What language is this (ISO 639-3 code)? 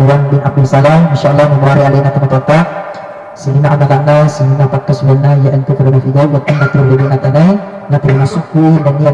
bug